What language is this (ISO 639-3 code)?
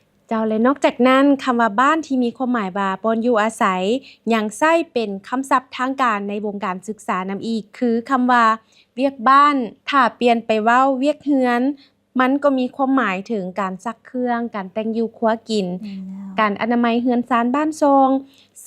lao